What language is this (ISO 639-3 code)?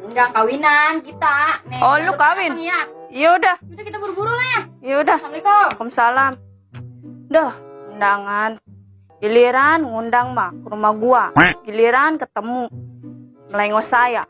bew